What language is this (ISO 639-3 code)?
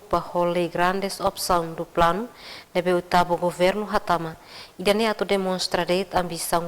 tet